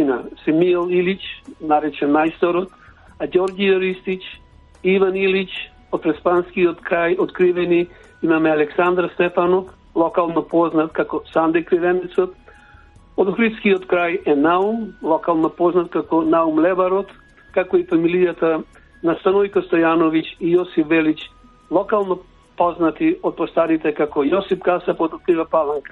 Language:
Macedonian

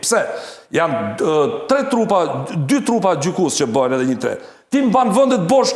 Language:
Albanian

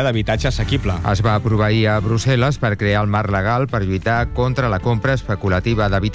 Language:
Catalan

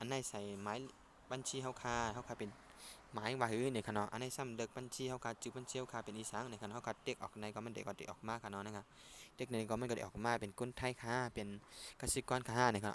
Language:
Shan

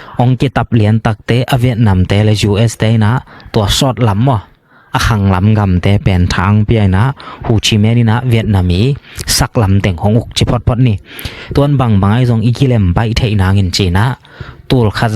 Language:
Tedim Chin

